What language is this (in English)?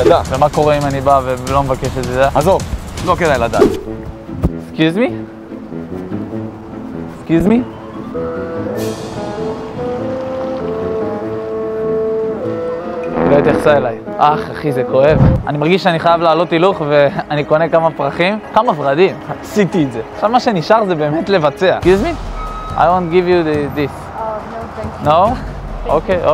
Hebrew